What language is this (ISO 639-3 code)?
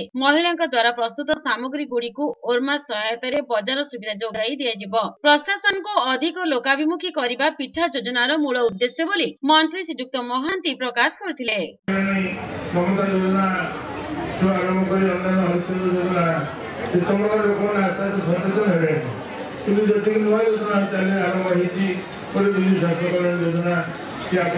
ori